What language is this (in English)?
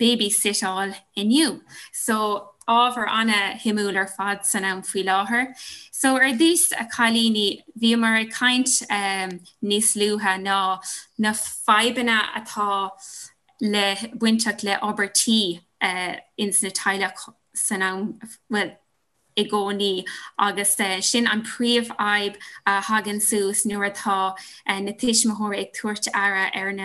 Irish